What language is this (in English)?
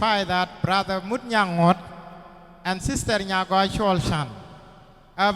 Nuer